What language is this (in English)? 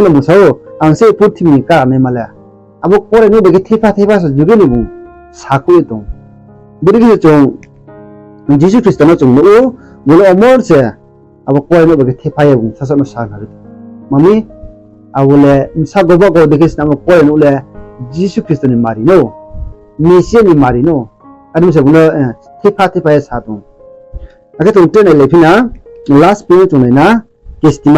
Riang (India)